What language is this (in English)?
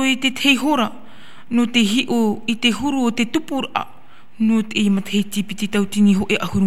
Tahitian